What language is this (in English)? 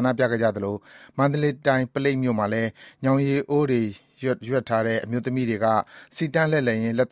Burmese